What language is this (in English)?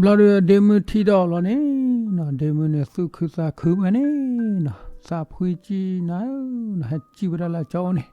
S'gaw Karen